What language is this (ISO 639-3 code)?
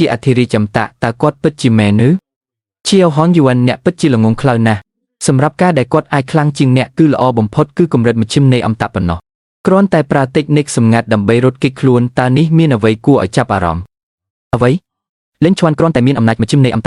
khm